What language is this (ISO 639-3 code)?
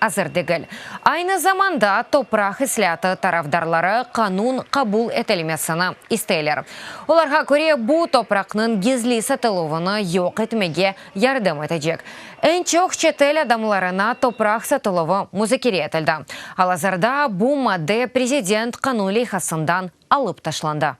crh